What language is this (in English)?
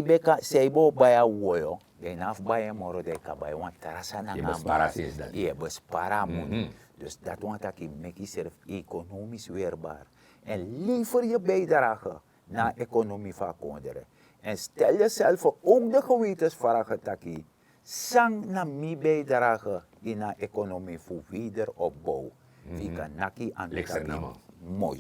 Sranan Tongo